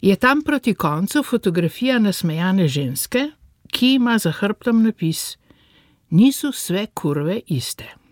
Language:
Slovenian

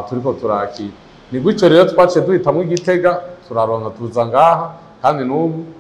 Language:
Rundi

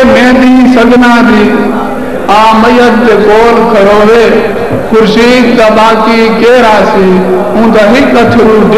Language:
Saraiki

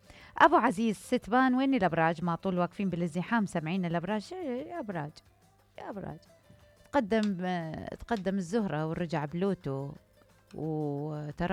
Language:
Mesopotamian Arabic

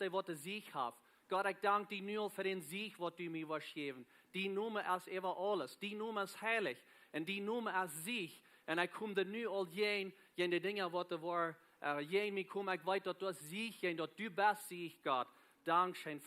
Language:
Plautdietsch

